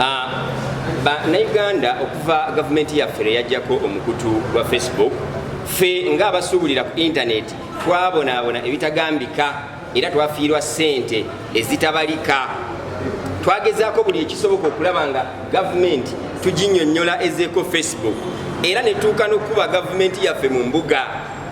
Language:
Ganda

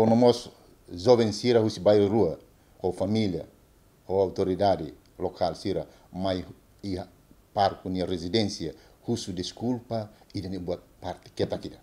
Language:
Tetum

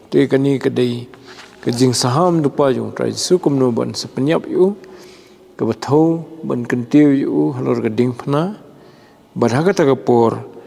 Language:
Khasi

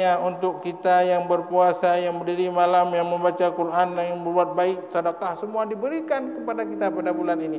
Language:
Achinese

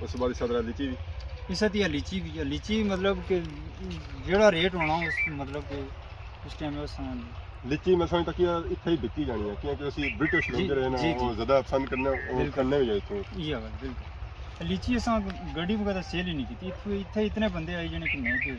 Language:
Pahari-Potwari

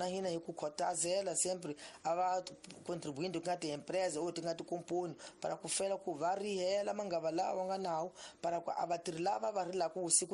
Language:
Tsonga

